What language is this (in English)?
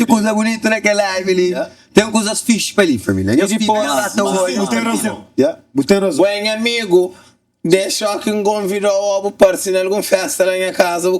Kabuverdianu